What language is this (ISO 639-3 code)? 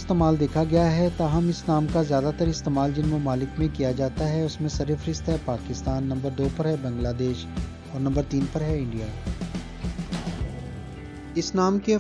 urd